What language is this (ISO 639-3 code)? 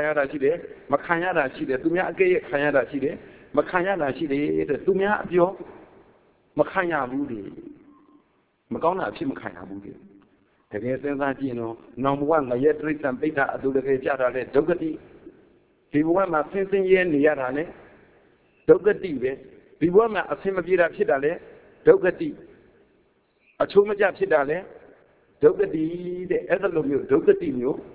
mya